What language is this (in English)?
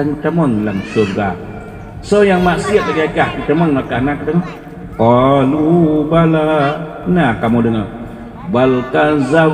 Achinese